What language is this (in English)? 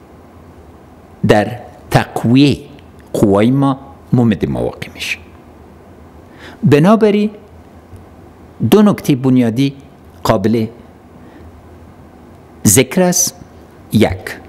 Persian